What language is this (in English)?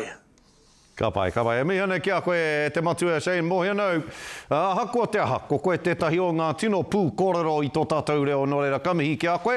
Māori